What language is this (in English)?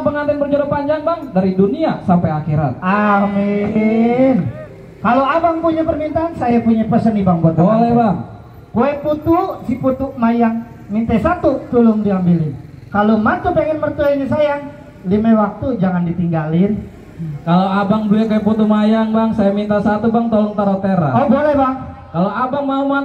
Betawi